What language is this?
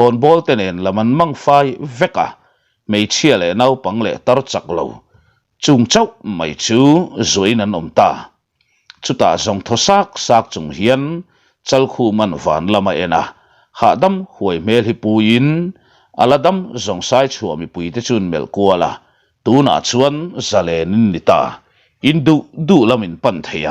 Mizo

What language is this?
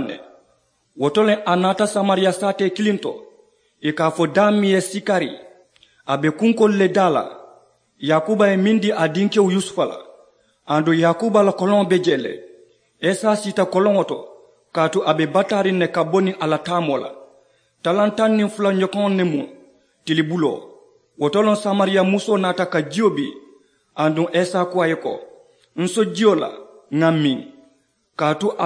Mandingo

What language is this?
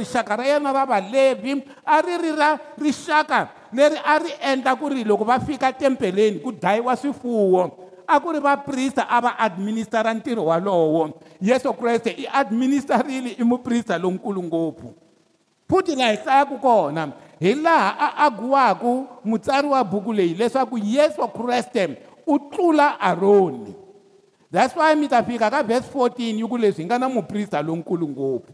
Tsonga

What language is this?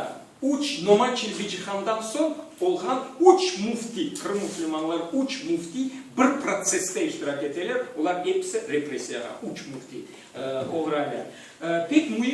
Crimean Tatar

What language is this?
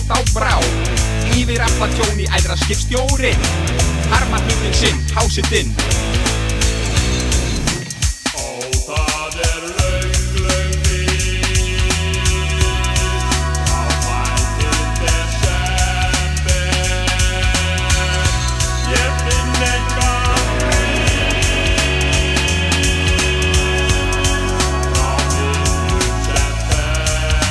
Icelandic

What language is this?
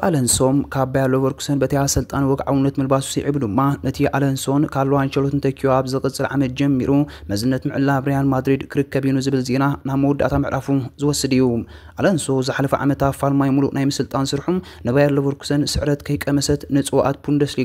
Tigrinya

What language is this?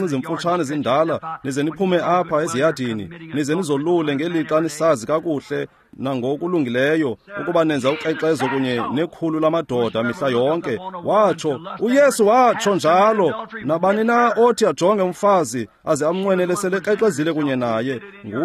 Xhosa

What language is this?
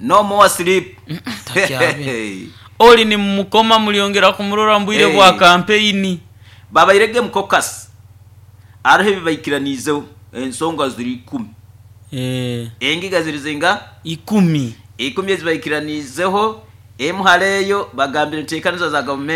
Nyoro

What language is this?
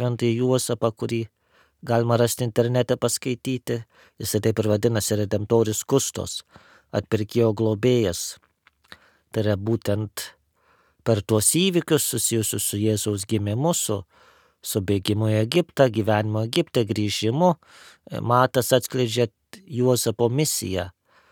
Lithuanian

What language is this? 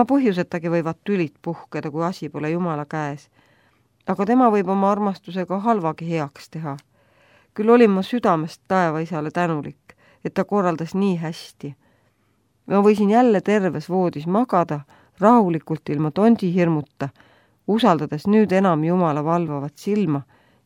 Estonian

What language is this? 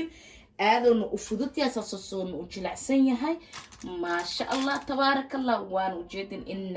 Somali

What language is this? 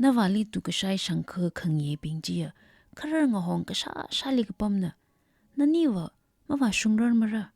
Tangkhul Naga (India)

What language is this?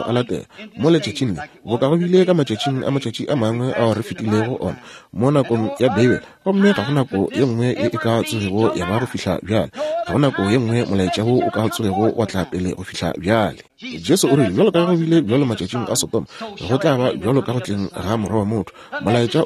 Northern Sotho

